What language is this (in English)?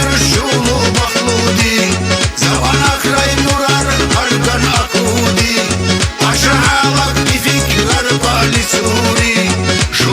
Tabassaran